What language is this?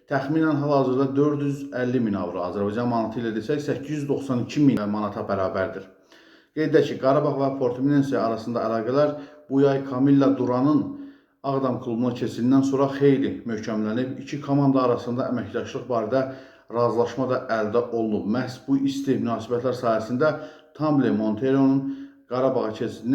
Azerbaijani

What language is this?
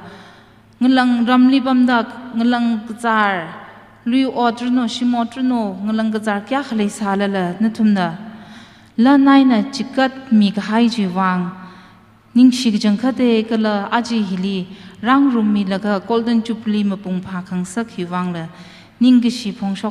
Tangkhul Naga (India)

